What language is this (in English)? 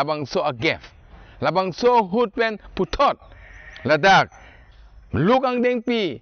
Karbi